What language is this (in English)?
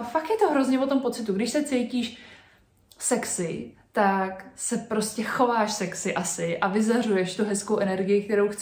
Czech